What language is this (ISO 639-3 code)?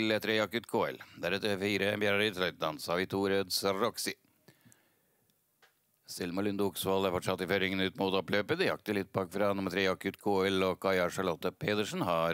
nor